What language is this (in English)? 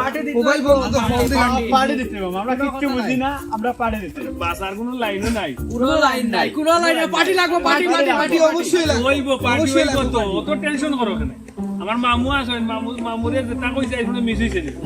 Sylheti